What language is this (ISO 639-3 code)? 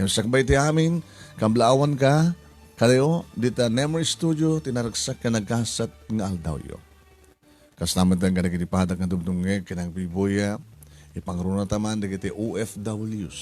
ilo